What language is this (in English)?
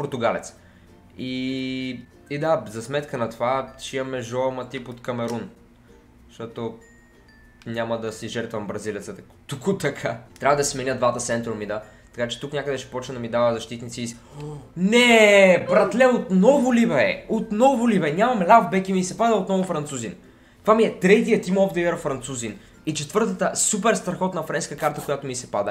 Bulgarian